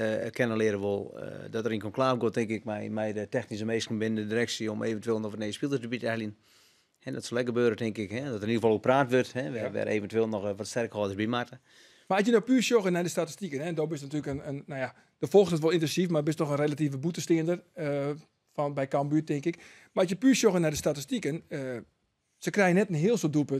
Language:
Western Frisian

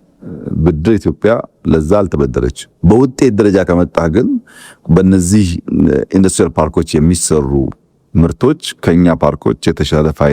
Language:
Amharic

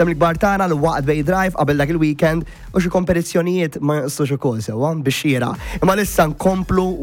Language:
Maltese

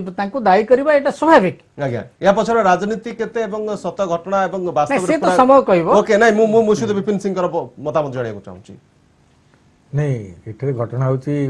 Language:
Odia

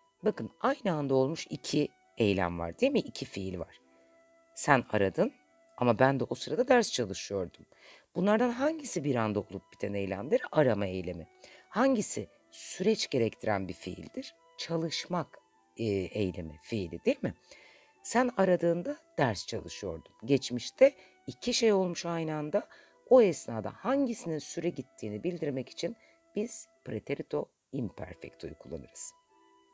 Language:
Turkish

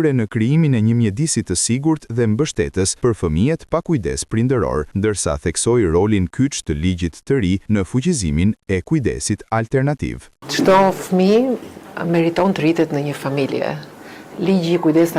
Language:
Albanian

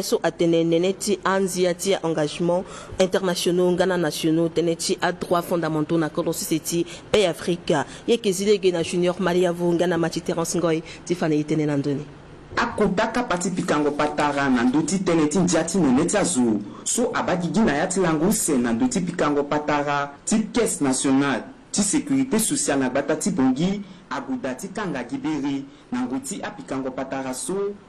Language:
Sango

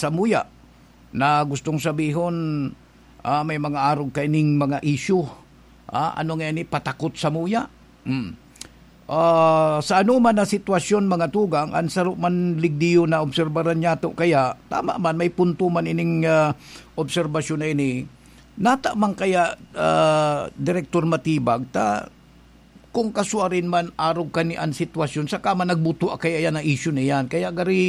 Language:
Bikol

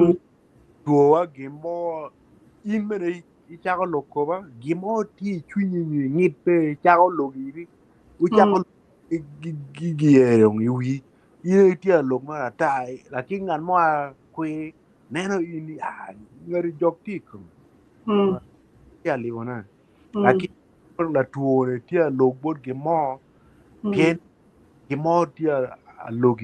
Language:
Acoli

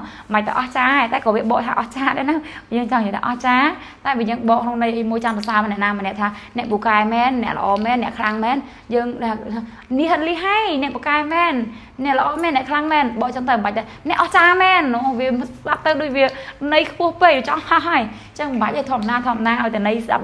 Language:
Khmer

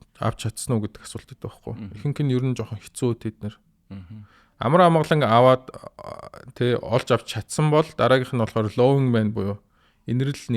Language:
Mongolian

